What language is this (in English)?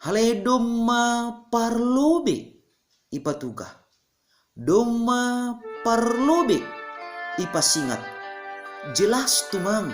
Batak Simalungun